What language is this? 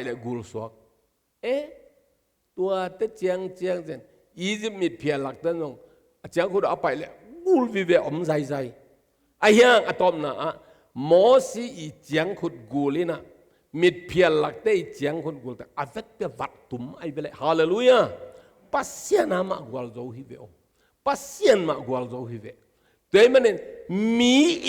Tedim Chin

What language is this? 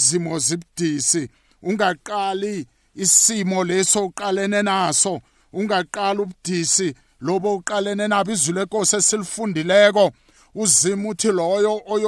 South Ndebele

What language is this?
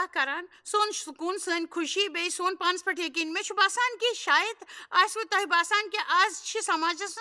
Kashmiri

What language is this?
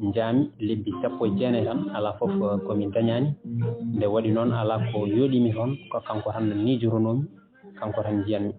Fula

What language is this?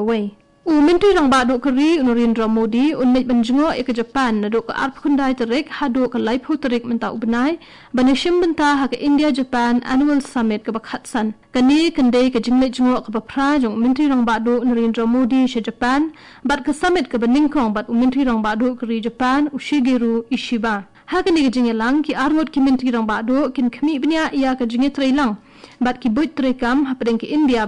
Khasi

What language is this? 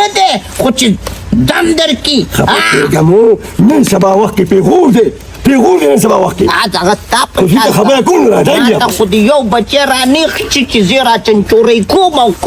Pashto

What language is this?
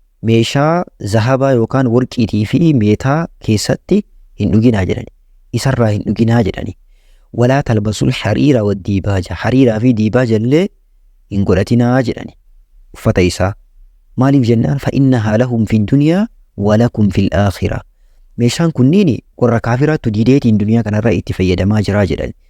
Oromo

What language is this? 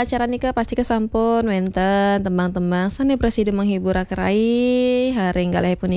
Balinese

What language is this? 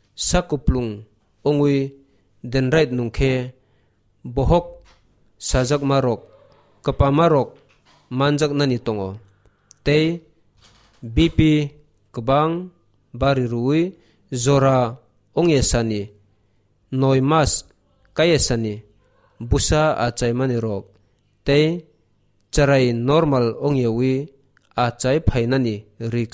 Kok Borok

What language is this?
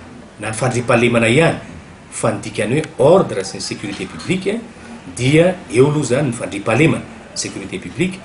Malagasy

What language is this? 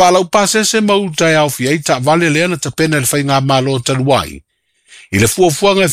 Samoan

